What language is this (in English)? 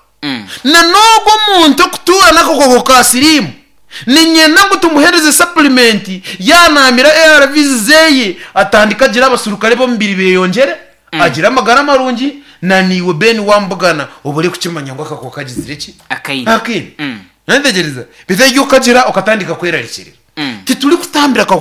Nyankole